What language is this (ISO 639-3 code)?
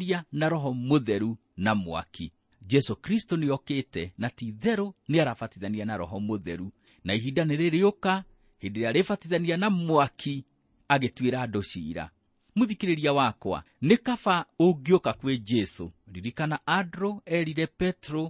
kik